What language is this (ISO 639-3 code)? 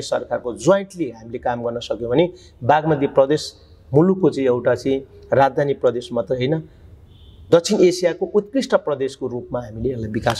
nep